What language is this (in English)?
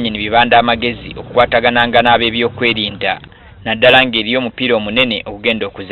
Ganda